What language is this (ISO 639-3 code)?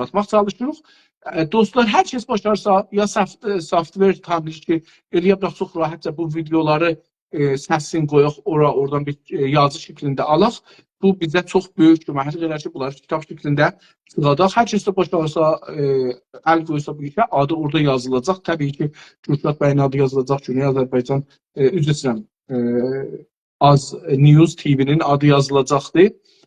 azb